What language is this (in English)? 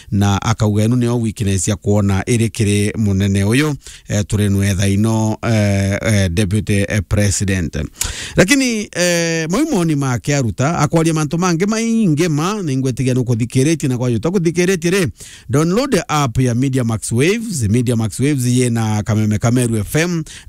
Meru